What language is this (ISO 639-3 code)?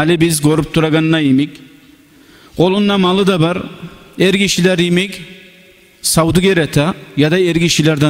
kum